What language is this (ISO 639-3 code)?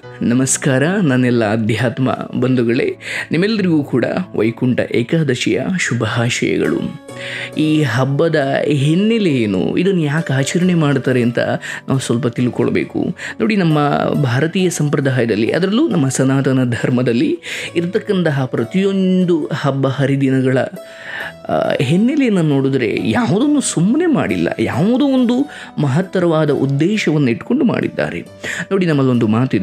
kan